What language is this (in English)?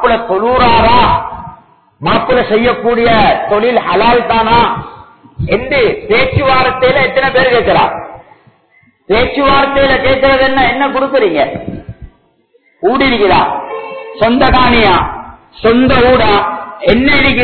Tamil